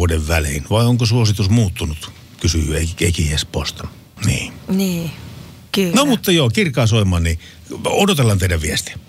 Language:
Finnish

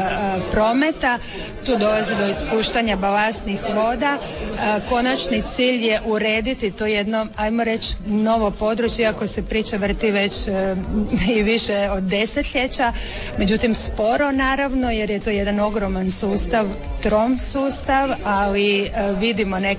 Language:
Croatian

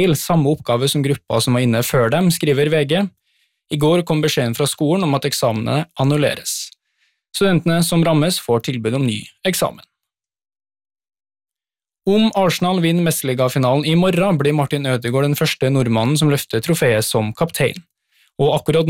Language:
Norwegian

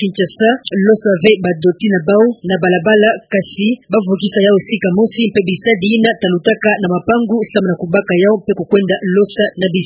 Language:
Kituba (Democratic Republic of Congo)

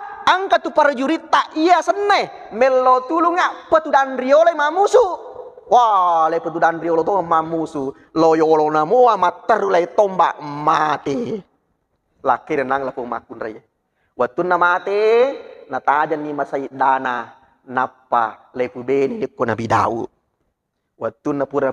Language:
Buginese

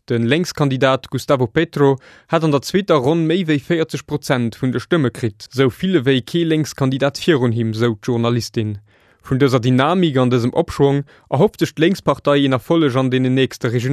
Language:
Luxembourgish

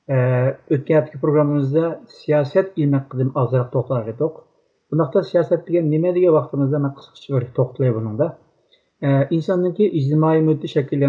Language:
Uyghur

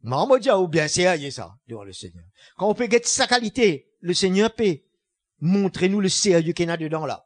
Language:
Morisyen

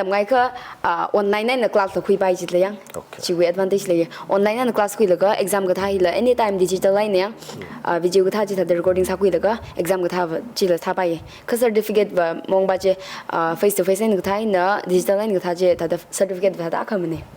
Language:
Tangkhul Naga (India)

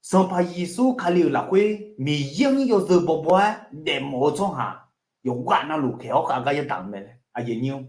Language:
Akha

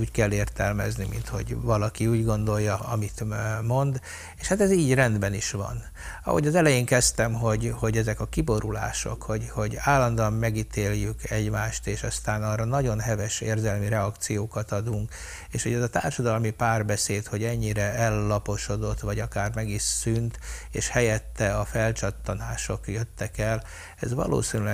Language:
Hungarian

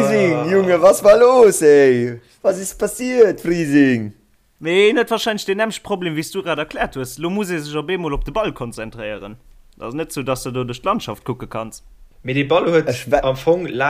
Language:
Luxembourgish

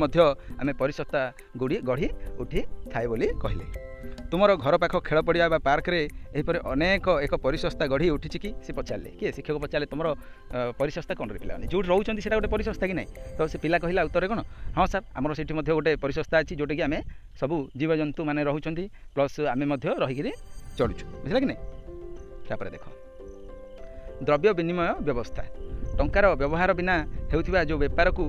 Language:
Odia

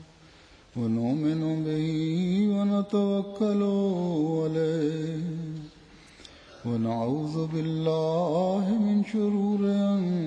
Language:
Bangla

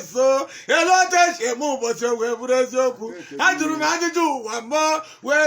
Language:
Igbo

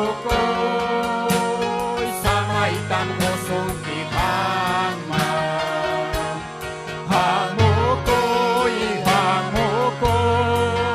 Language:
Ayacucho Quechua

